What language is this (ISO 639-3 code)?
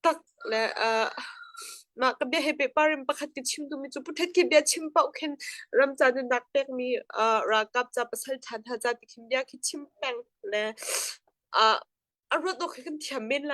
cnh